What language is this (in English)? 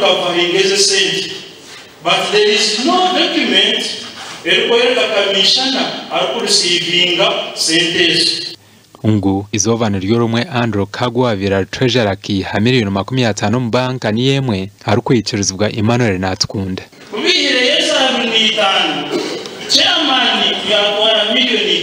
Nyankole